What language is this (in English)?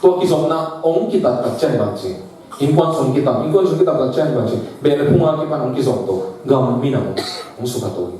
Tedim Chin